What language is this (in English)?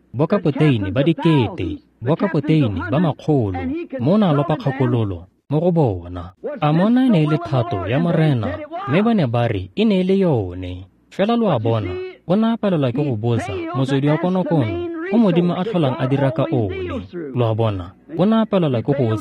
Tswana